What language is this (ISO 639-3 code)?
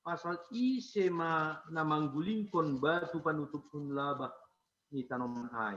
bts